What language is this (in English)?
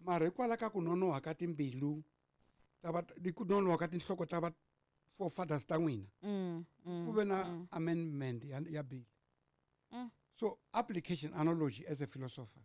Tsonga